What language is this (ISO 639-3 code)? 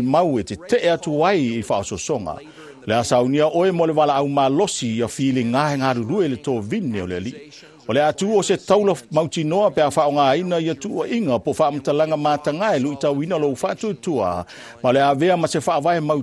smo